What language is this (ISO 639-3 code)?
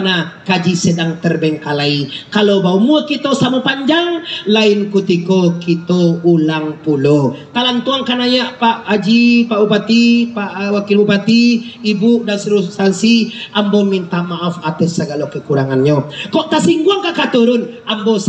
min